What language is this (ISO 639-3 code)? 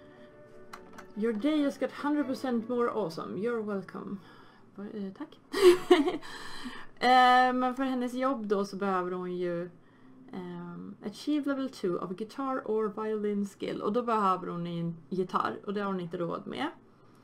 swe